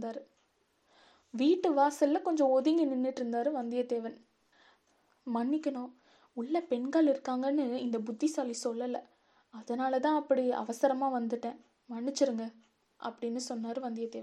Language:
Tamil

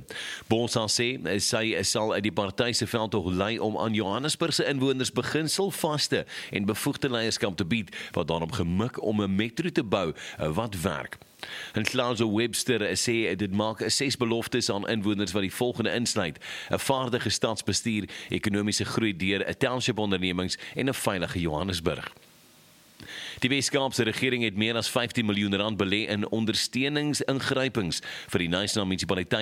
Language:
Afrikaans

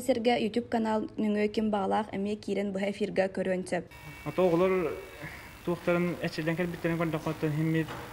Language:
Yakut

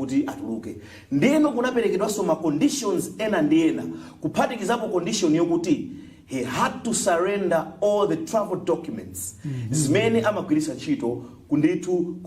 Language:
Nyanja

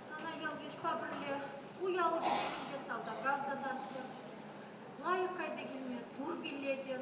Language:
Chuvash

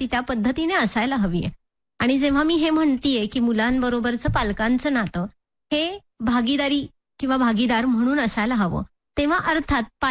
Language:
Marathi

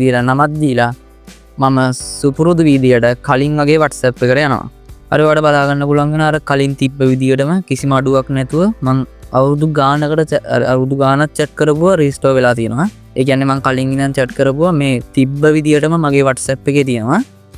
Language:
Sinhala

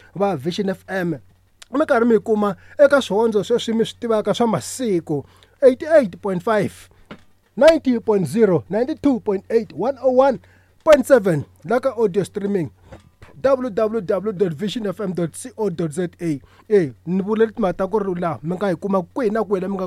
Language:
Tsonga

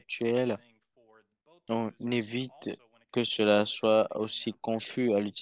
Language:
French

